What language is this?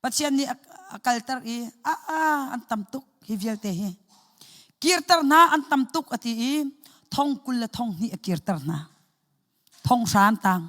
Hakha Chin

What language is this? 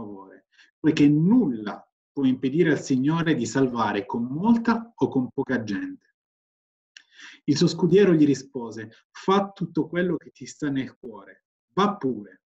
Italian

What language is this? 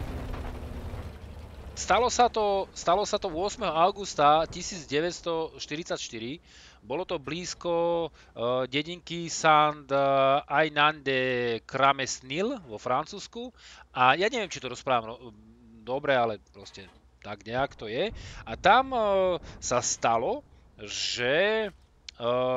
Slovak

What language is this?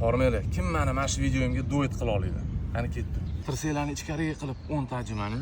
Uzbek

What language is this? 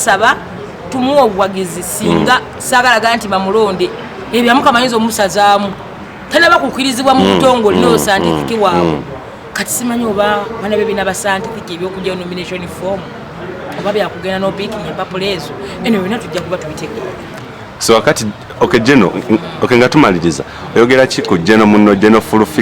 Ganda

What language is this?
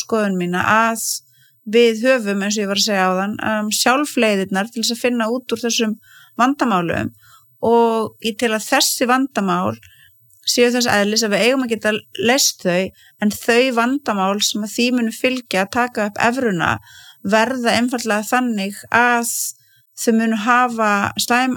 Icelandic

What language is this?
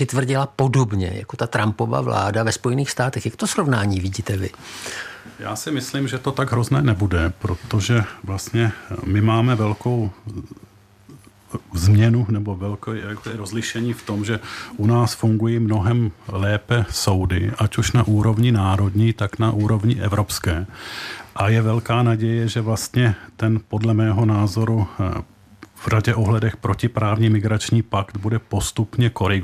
Czech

